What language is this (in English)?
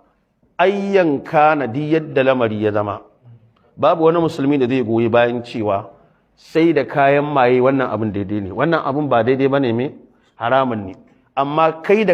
Hausa